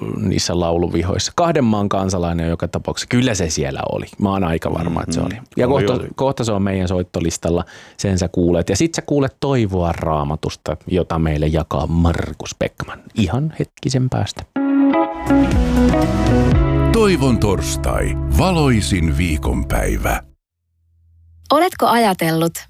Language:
Finnish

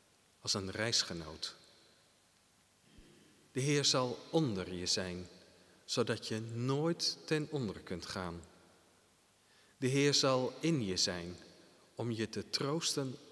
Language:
Dutch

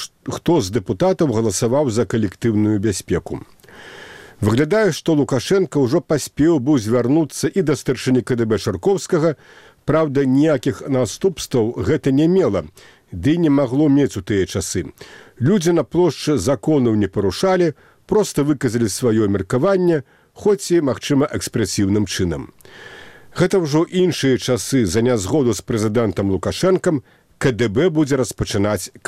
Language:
Belarusian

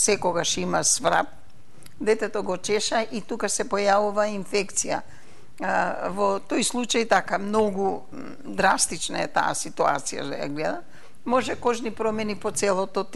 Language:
Macedonian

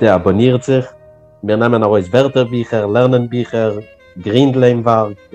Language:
Yiddish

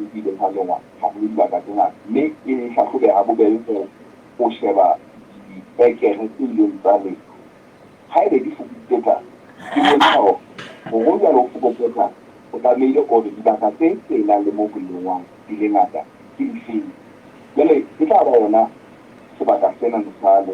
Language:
Southern Sotho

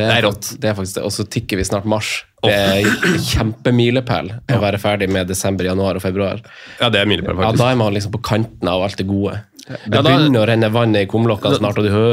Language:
Norwegian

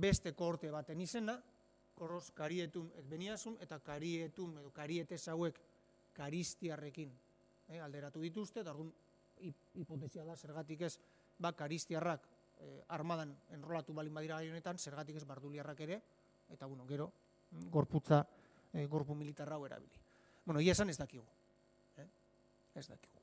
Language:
Basque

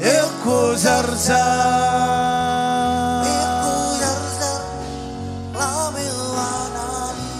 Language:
Marshallese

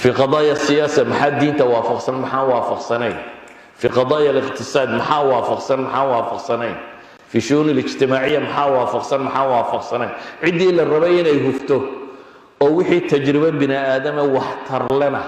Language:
Somali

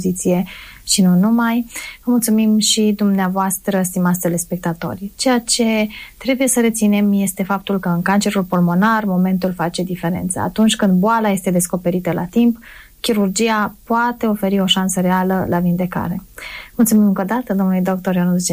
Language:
Romanian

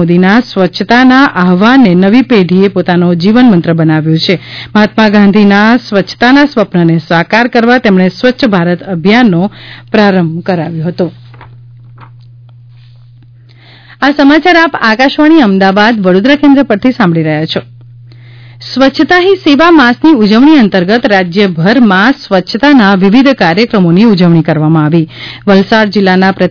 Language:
Gujarati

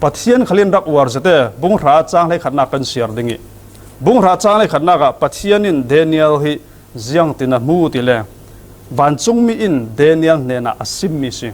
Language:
Falam Chin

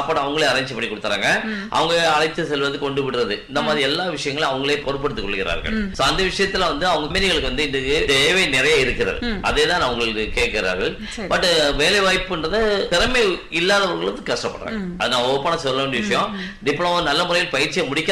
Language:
Tamil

